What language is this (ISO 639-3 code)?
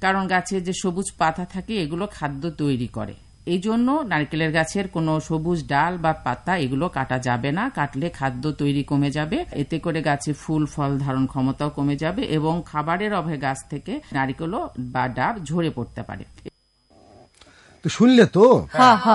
ben